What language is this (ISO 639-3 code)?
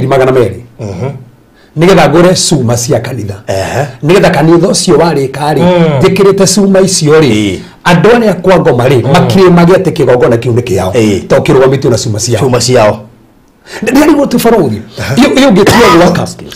kik